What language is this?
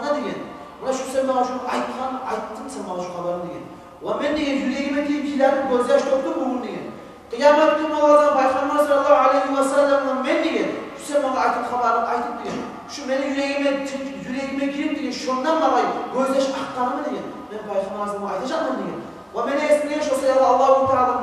Kumyk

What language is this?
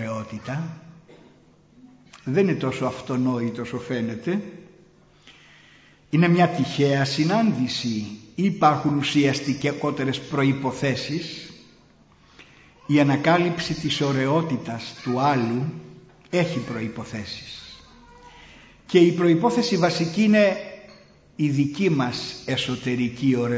Greek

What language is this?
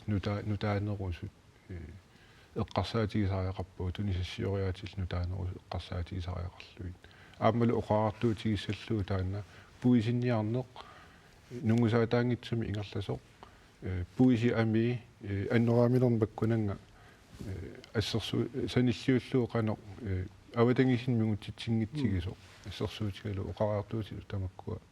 Kalaallisut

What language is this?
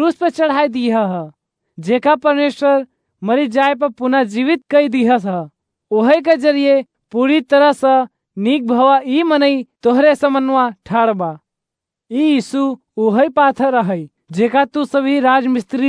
Awadhi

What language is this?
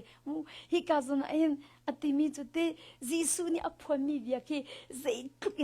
Hakha Chin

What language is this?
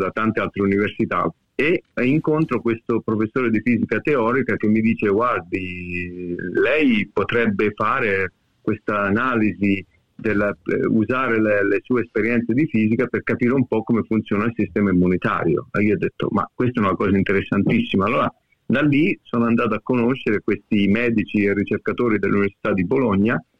Italian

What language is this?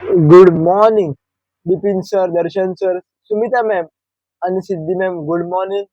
Konkani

